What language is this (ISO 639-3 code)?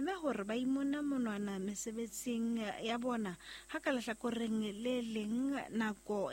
sot